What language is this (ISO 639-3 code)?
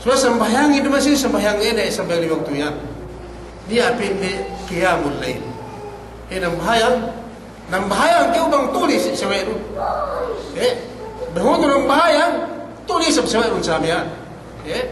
yka